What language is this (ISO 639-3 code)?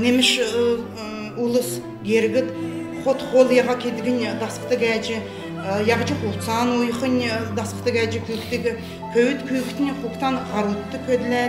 xal